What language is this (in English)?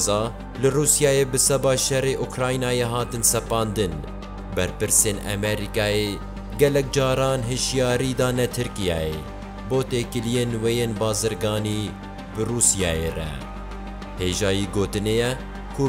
Kurdish